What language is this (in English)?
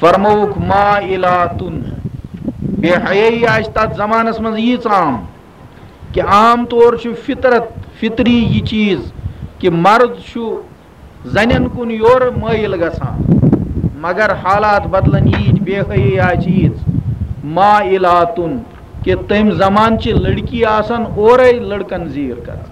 Kashmiri